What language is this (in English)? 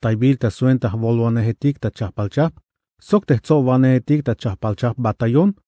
Tzeltal